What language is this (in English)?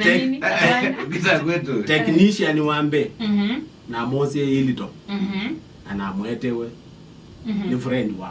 Kamba